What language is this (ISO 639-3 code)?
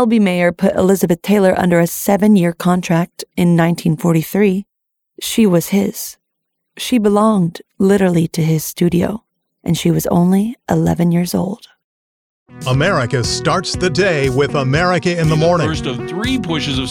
eng